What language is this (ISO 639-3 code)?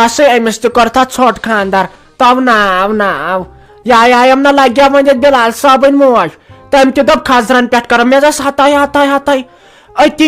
kas